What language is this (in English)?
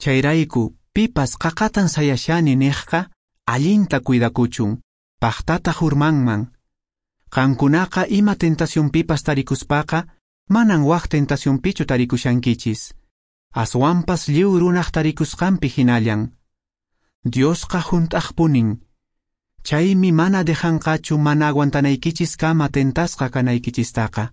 Quechua